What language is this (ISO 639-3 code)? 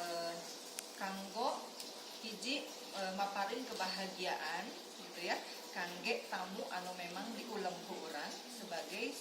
sun